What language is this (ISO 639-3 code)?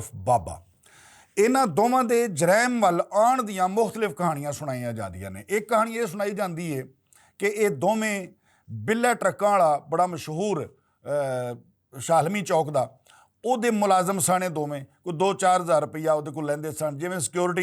lah